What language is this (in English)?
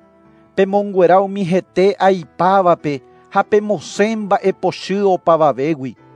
Guarani